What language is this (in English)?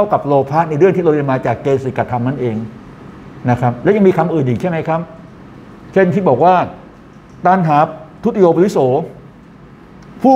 Thai